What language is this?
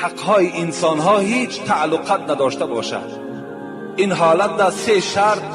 Tajik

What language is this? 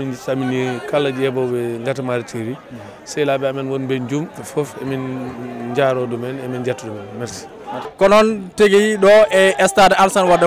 Fula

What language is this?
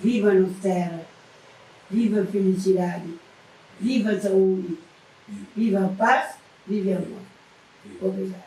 Kabuverdianu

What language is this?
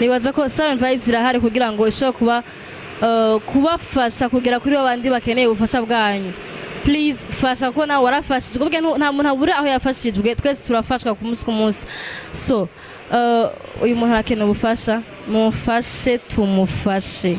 Rundi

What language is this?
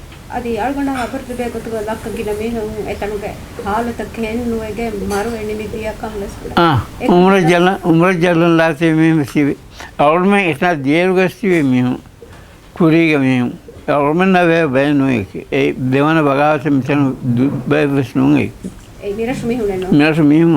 Divehi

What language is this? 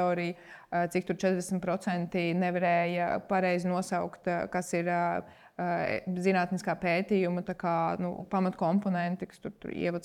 Latvian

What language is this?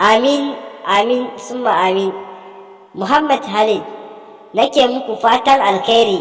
Hausa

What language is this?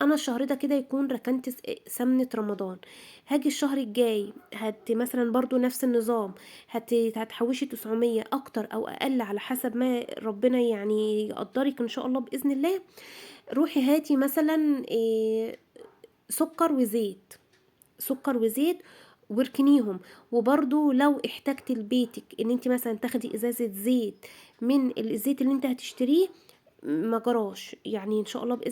Egyptian Arabic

